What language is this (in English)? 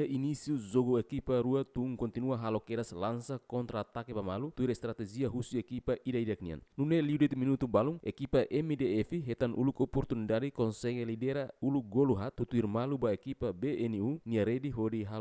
Tetum